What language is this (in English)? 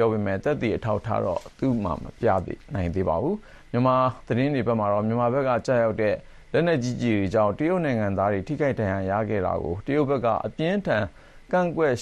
Burmese